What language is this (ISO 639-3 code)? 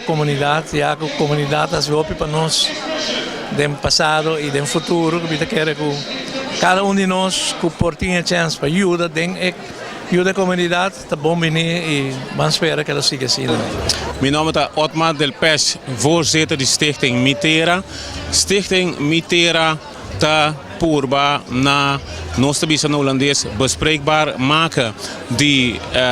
pap